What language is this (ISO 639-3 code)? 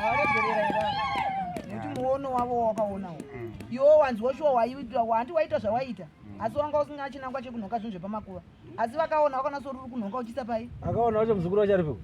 sna